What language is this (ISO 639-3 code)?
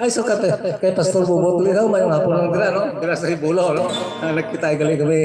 hil